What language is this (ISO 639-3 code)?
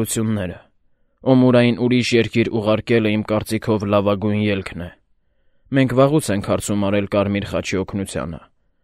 hye